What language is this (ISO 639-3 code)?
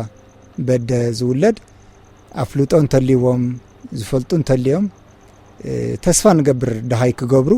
tir